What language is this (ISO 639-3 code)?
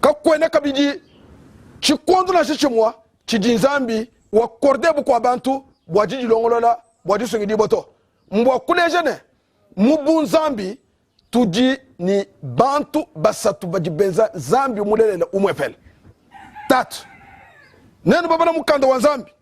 lua